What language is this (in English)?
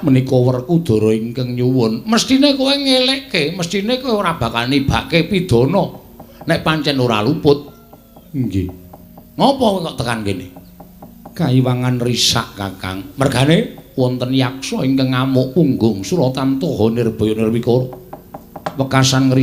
Javanese